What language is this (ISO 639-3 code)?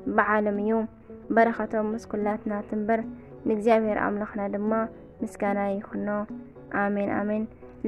tir